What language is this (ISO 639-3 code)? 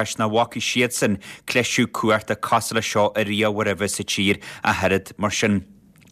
gle